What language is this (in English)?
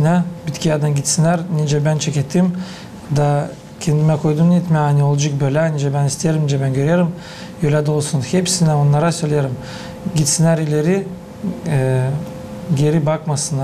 Gagauz